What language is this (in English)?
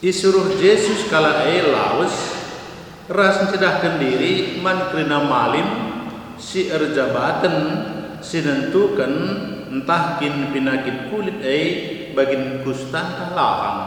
Batak Karo